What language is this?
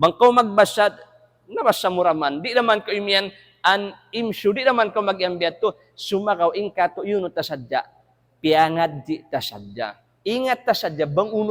Tausug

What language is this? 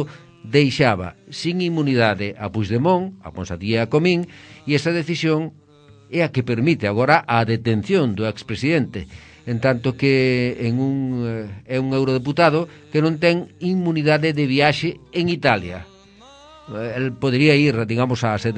Galician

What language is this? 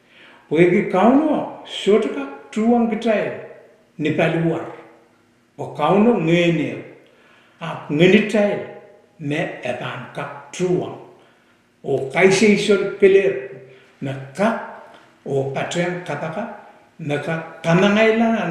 Pohnpeian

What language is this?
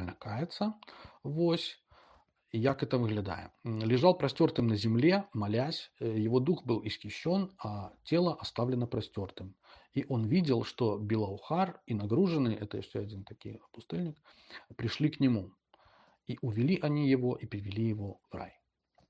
Belarusian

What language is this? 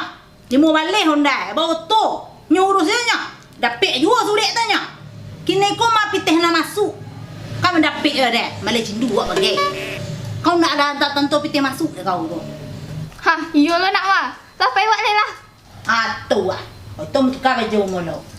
Minangkabau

